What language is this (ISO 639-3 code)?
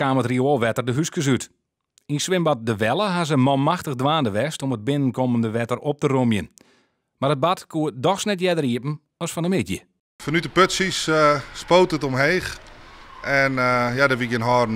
fry